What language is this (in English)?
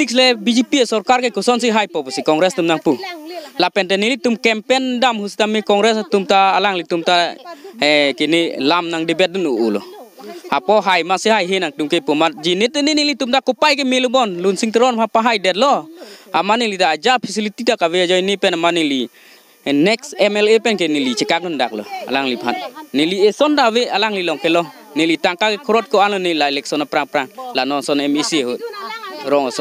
Karbi